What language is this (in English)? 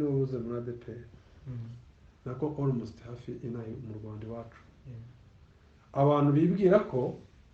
Kinyarwanda